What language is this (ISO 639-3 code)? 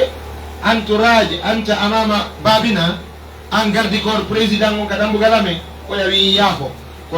fuf